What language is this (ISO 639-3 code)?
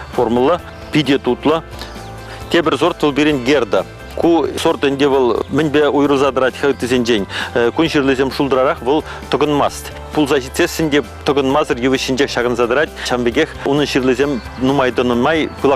chv